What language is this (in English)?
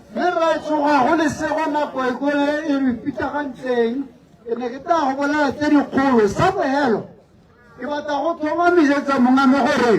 Tswana